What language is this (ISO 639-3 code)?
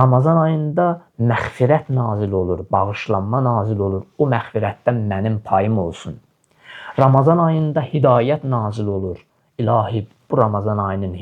aze